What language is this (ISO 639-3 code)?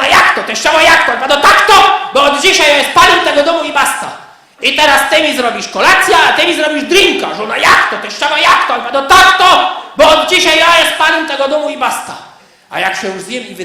szl